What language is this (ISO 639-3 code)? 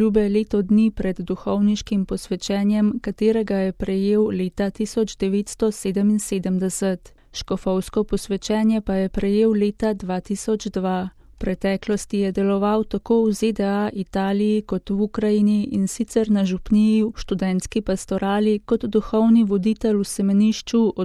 slv